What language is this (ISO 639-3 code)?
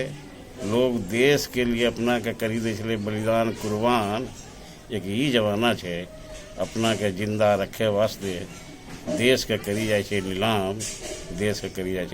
anp